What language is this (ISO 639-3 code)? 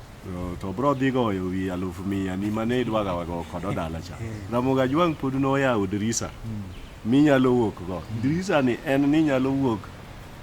luo